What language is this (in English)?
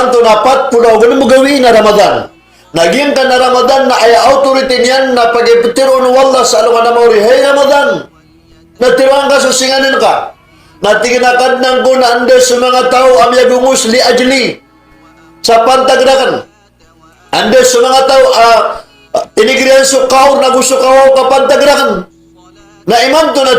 Maranao